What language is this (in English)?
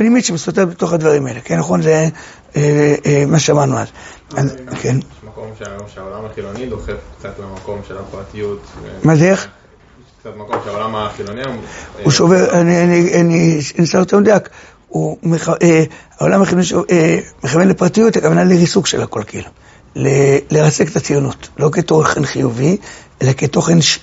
Hebrew